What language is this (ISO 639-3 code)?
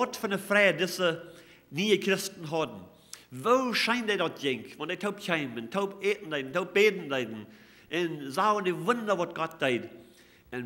pdt